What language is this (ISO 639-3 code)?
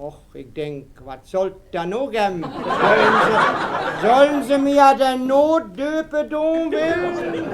wep